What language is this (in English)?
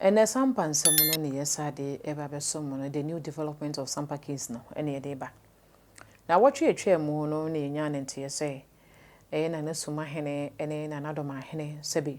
Akan